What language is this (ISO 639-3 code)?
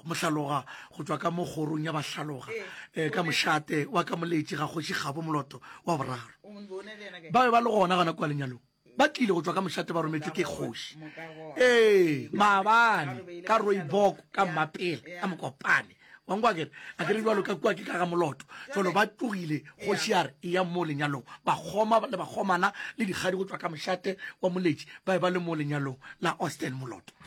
nso